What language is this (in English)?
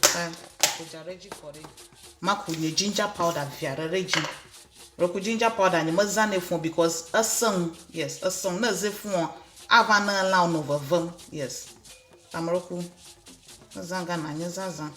Ewe